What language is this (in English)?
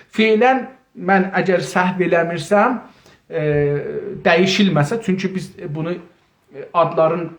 South Azerbaijani